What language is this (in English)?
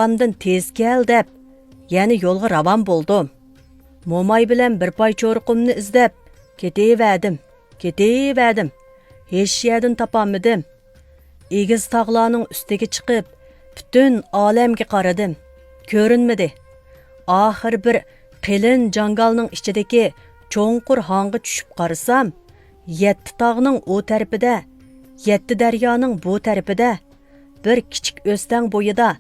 Uyghur